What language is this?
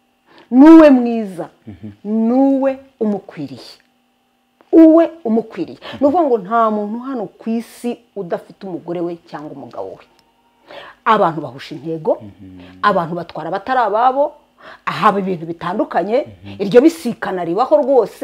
Kinyarwanda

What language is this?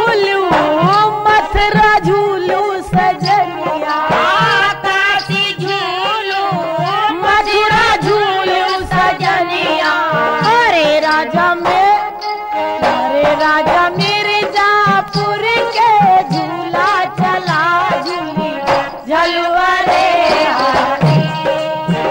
Bhojpuri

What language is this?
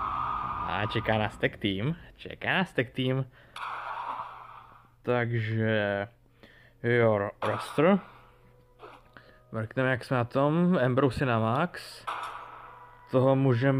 Czech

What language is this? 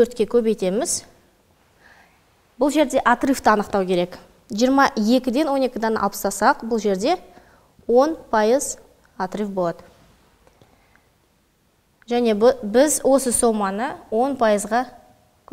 Kazakh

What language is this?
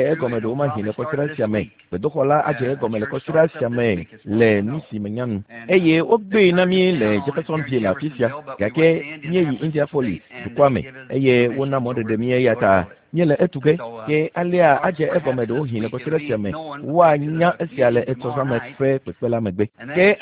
Ewe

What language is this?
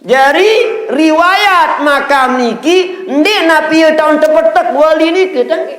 Sasak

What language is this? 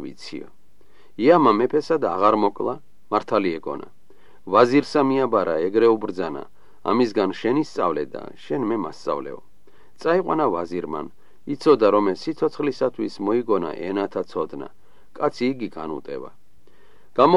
Georgian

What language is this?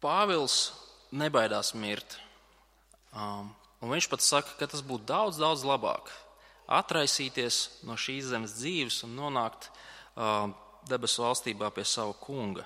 Latvian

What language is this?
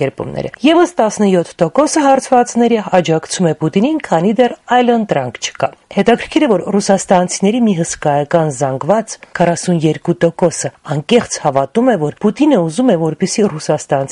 Armenian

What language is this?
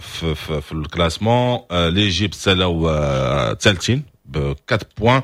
Moroccan Arabic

